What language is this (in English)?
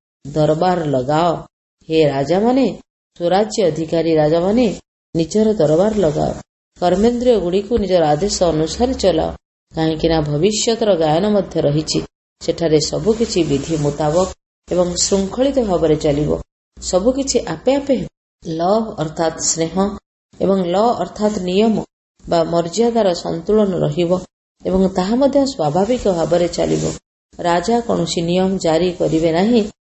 Odia